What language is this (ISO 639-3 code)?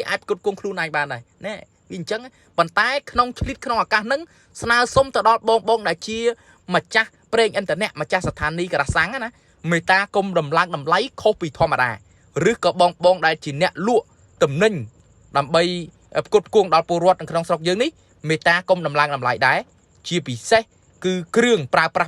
khm